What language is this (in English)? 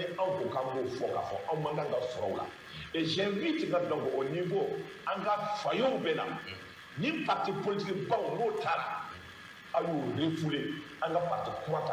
Bambara